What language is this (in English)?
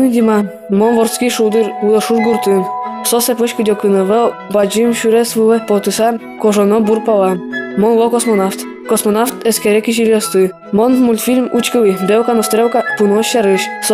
Udmurt